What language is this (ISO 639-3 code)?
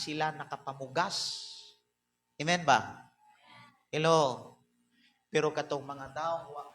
ceb